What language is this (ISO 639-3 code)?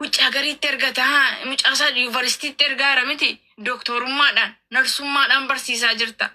orm